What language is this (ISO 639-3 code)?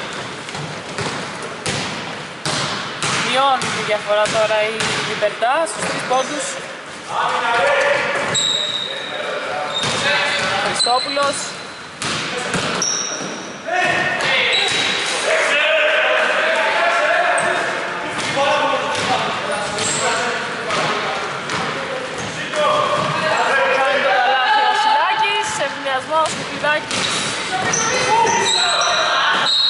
ell